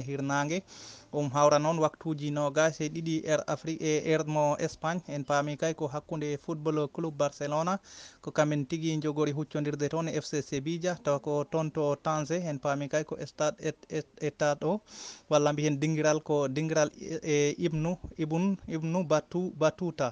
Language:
Fula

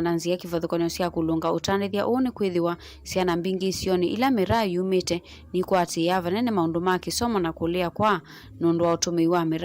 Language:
Kamba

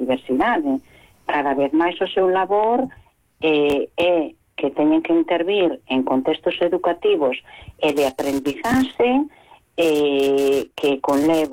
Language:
Galician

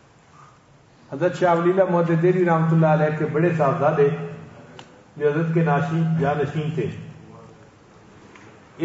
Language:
Urdu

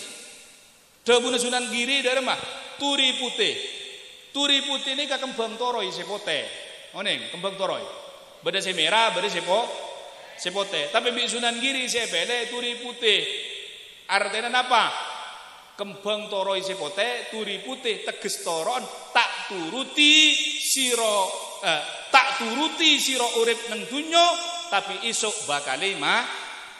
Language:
Madurese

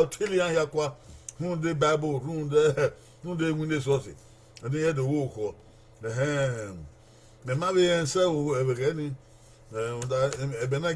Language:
Bini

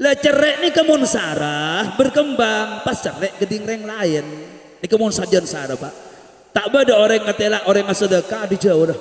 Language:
Madurese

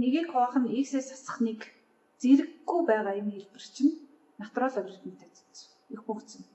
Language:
Mongolian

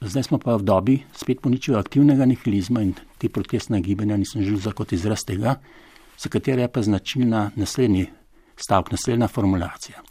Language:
Slovenian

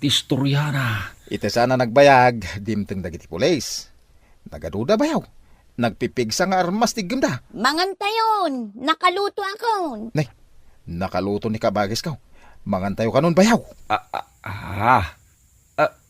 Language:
Iloko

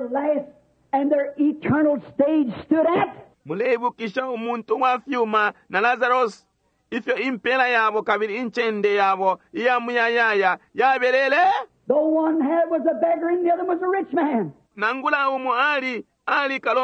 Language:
Bemba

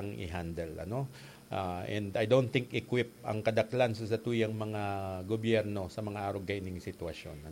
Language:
Bikol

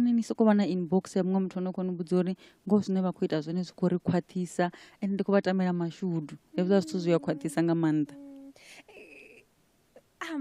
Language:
Venda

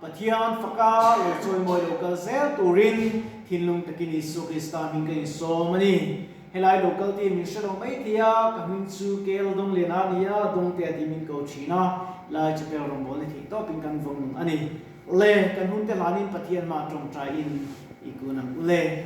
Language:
Mizo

